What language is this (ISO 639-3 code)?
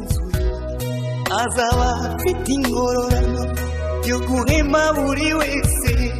kin